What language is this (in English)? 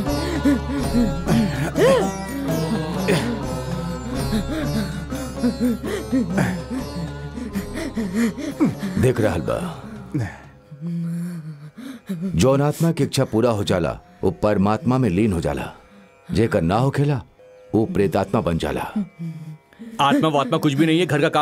Bhojpuri